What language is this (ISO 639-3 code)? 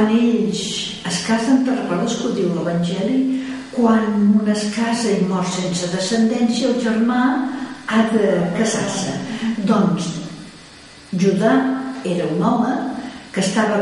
cat